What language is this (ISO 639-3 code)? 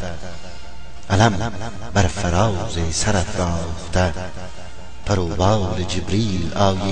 fas